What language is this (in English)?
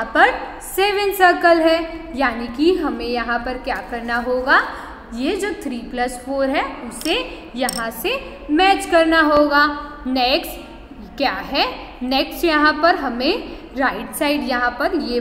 Hindi